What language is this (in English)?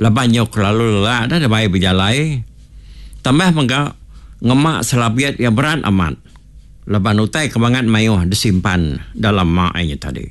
Iban